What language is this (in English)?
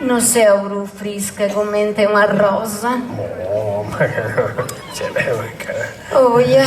Sardinian